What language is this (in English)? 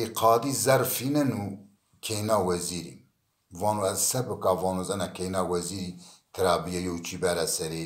Zaza